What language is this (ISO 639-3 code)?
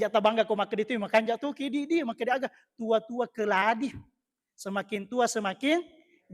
bug